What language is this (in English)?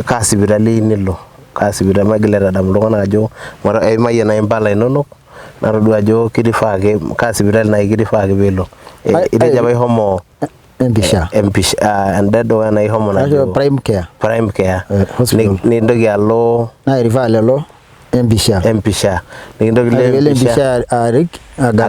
Masai